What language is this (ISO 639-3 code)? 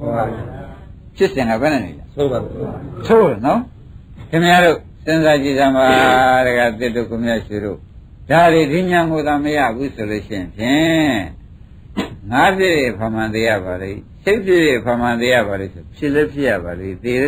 mya